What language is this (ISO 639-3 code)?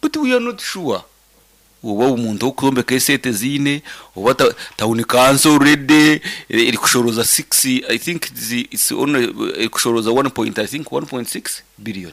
nyn